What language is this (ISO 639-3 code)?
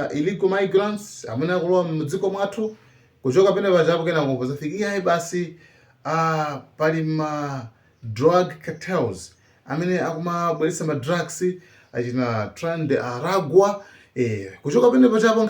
nya